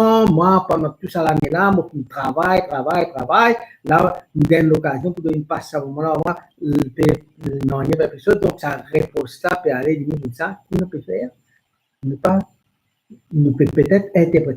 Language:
Morisyen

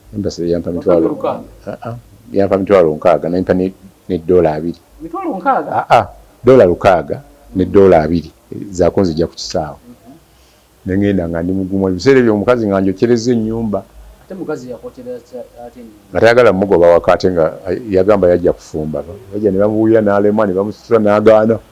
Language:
Ganda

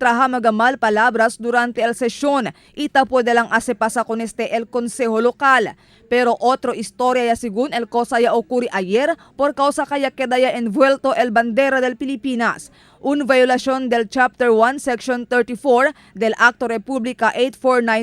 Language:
Chavacano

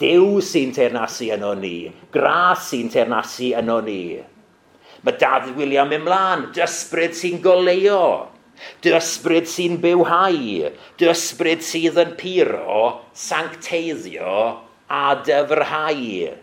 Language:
Welsh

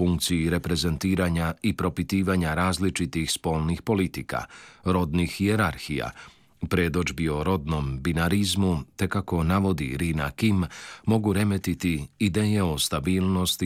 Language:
Croatian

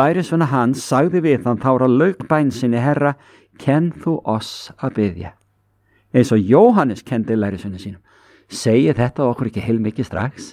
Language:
Icelandic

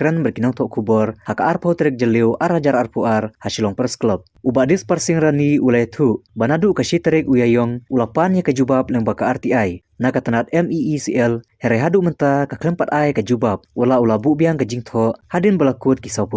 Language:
Khasi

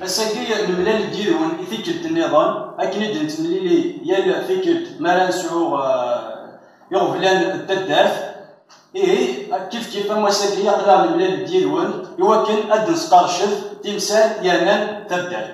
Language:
Kabyle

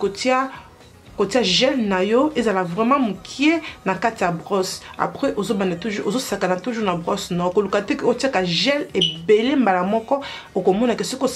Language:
Lingala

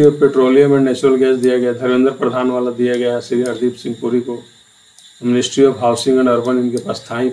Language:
Hindi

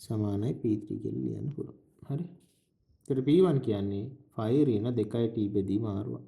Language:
Sinhala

